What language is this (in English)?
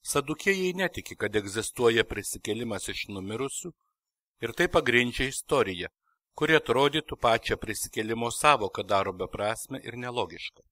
Lithuanian